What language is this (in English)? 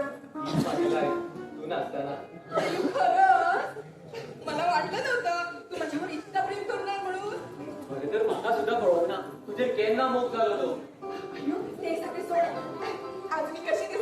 Konkani